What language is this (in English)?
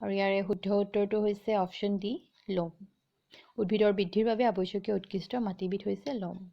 Assamese